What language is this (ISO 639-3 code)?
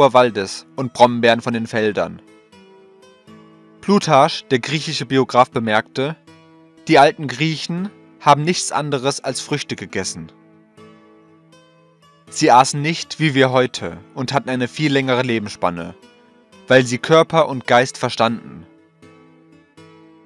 deu